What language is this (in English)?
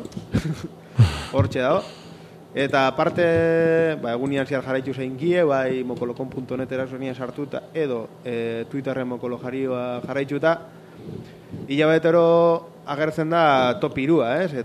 Basque